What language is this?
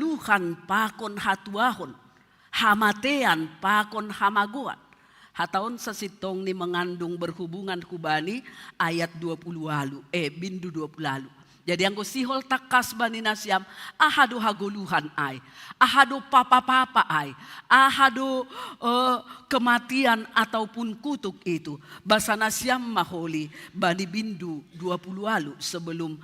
Batak Simalungun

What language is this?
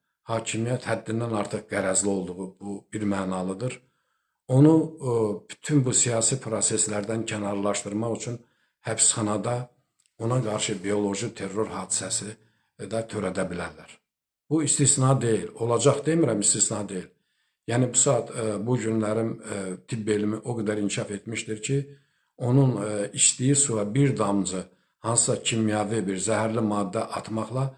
Azerbaijani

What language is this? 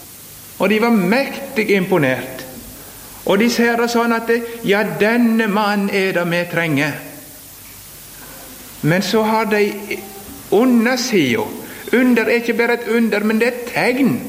Norwegian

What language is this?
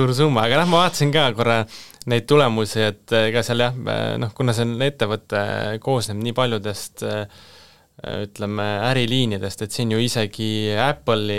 Estonian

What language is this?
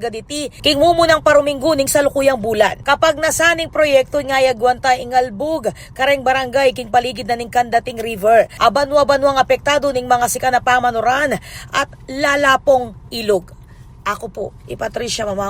Pampanga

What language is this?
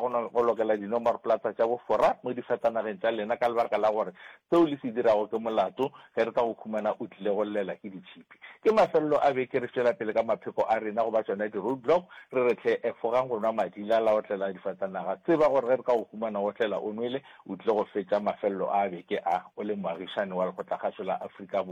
Northern Sotho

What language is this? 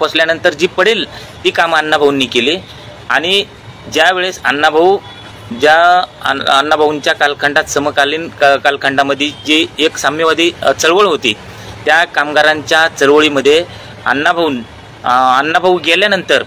Marathi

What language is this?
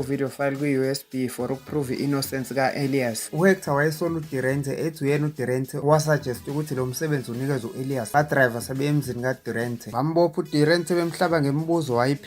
Zulu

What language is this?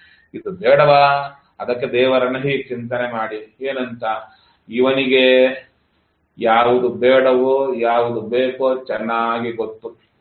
Kannada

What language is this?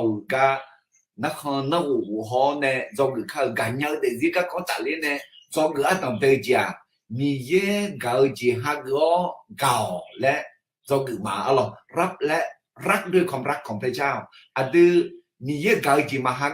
Akha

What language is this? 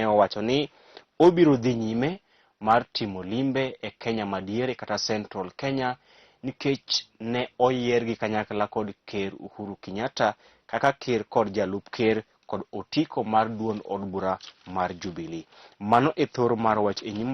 Luo (Kenya and Tanzania)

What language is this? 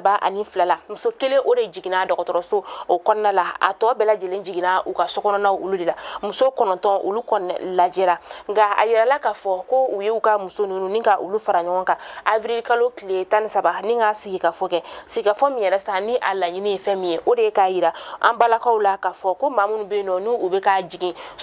Bambara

